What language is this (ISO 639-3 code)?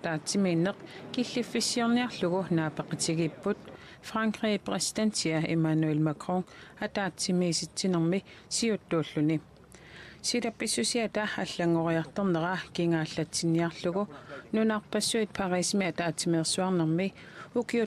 kal